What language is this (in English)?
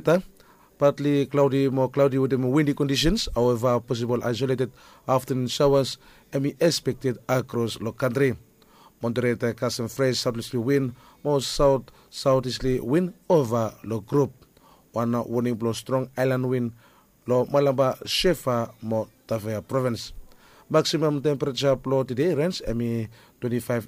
Bislama